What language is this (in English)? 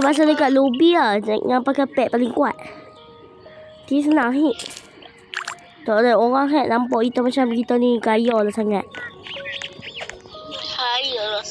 Malay